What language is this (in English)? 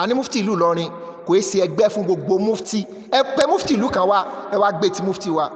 Yoruba